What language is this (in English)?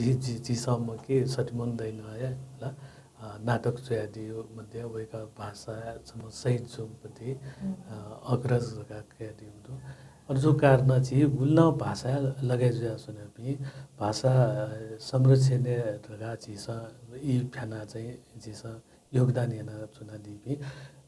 Newari